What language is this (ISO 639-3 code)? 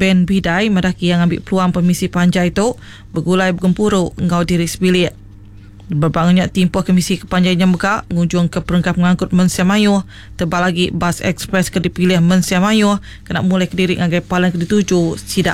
iba